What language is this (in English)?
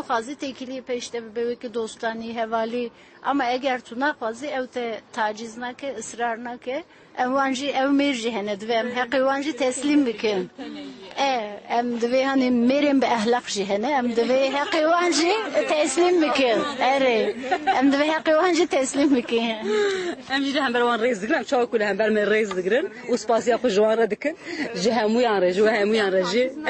Kurdish